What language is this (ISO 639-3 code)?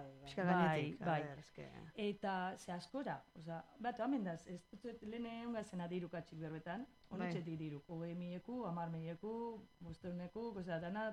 eus